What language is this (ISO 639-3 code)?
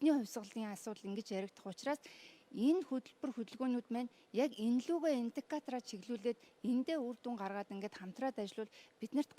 mon